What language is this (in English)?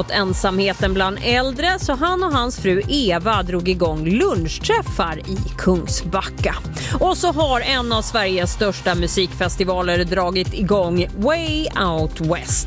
Swedish